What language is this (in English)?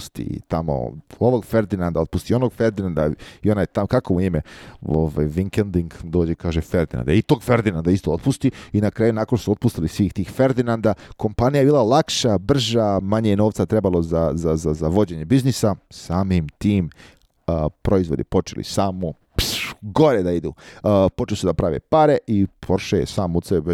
Croatian